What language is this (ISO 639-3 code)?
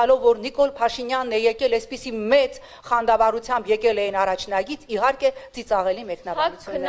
hye